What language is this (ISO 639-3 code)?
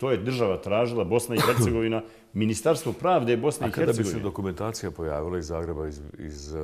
bos